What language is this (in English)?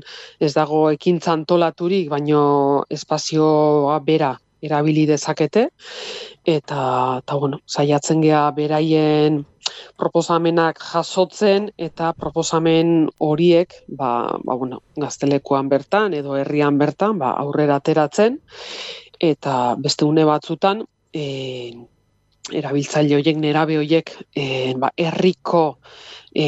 Basque